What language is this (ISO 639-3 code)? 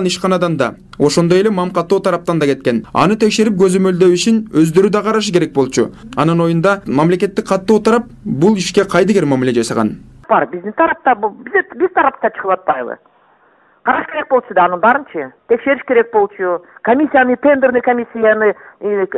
kir